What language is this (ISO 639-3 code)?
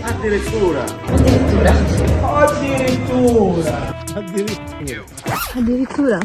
scn